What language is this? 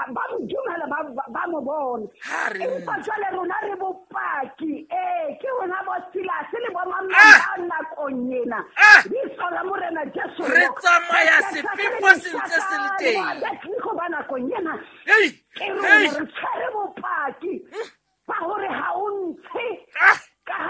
Southern Sotho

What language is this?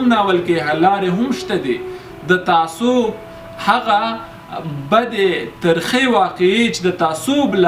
Pashto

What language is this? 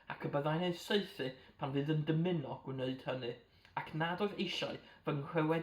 Welsh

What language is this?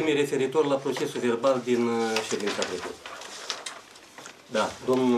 Romanian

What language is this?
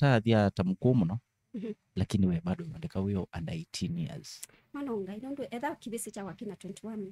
Kamba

